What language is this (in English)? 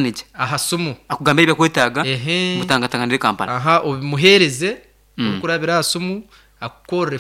Nyankole